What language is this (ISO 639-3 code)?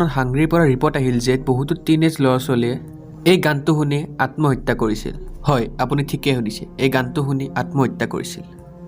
asm